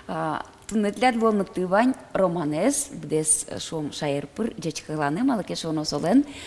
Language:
Udmurt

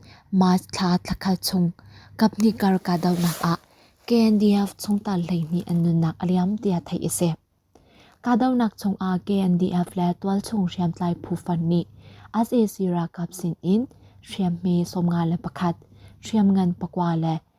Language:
Hakha Chin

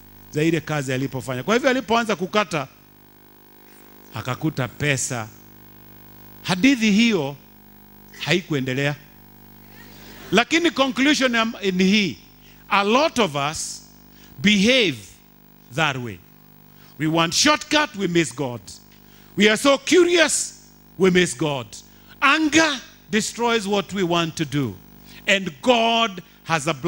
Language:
Swahili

